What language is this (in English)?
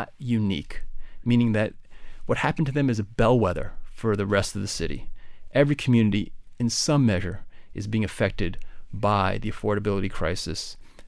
English